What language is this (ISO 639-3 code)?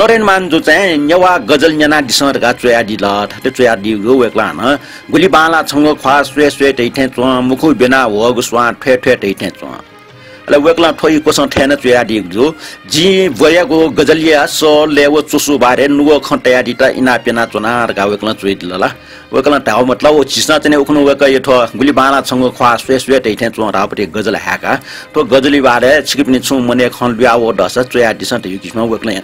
new